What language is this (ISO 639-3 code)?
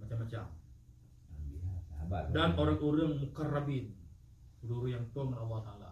ace